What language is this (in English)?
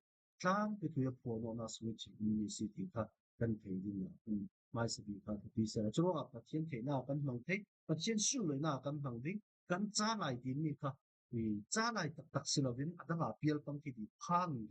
Falam Chin